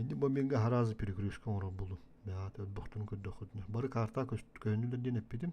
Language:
Yakut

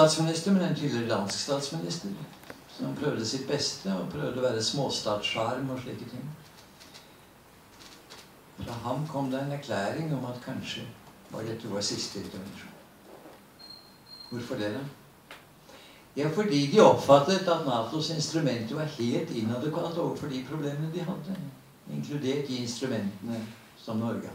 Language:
Norwegian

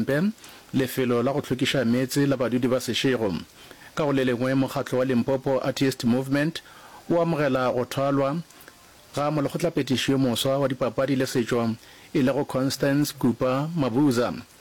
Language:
Northern Sotho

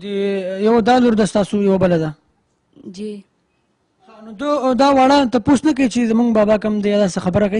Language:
Pashto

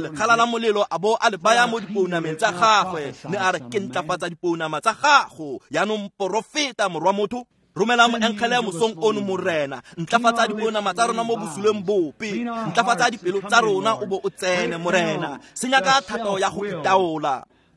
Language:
Tswana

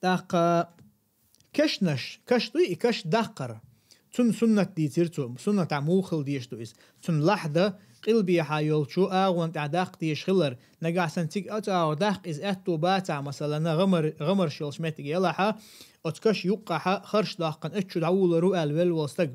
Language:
Chechen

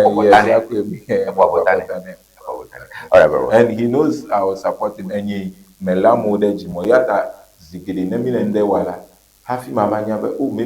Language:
Ewe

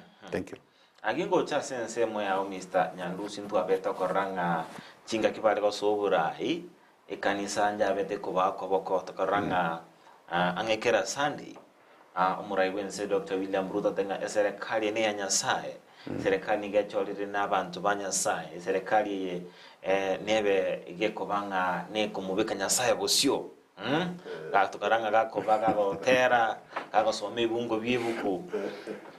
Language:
Gusii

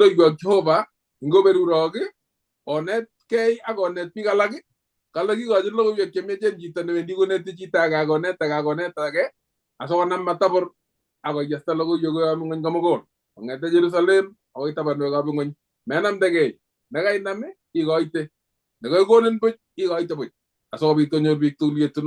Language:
Kalenjin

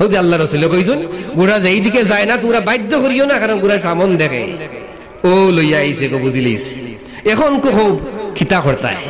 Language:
Sylheti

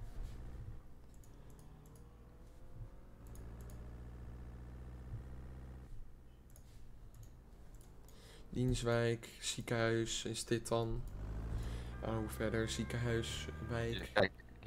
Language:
Dutch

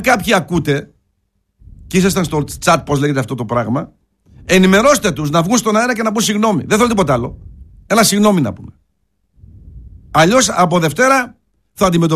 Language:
Greek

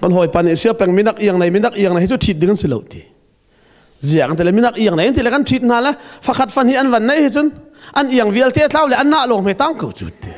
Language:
Hakha Chin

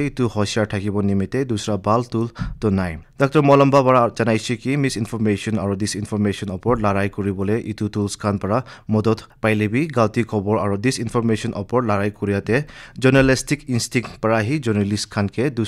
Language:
Naga Pidgin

